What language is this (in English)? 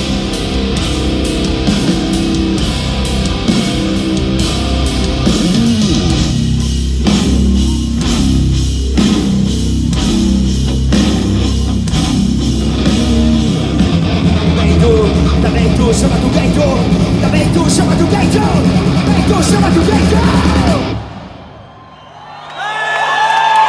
Basque